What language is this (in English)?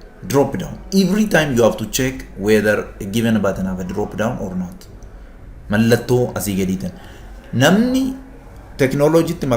Oromo